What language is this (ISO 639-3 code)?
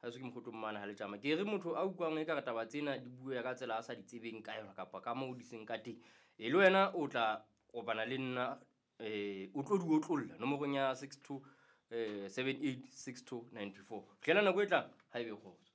sot